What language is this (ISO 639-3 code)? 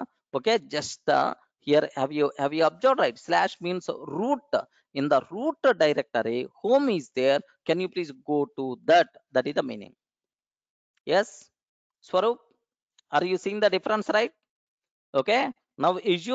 eng